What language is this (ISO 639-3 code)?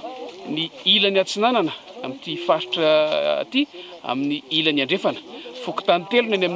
mlg